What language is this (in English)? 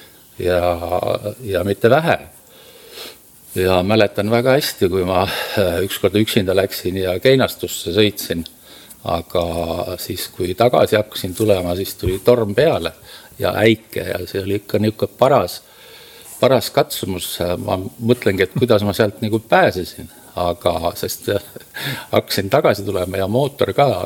Estonian